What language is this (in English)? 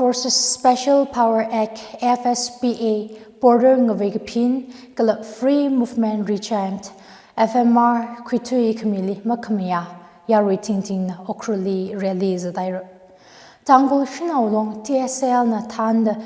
Tangkhul Naga (India)